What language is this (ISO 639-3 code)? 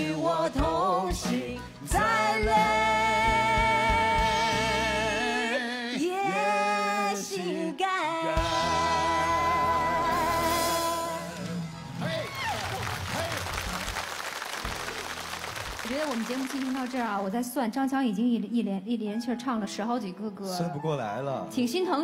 zho